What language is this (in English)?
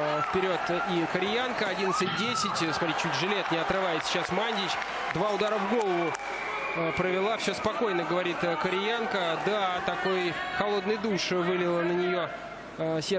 Russian